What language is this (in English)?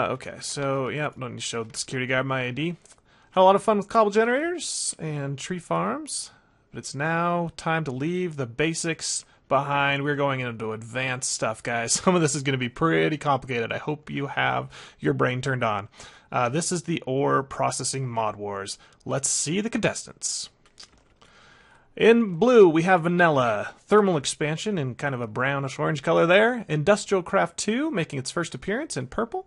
English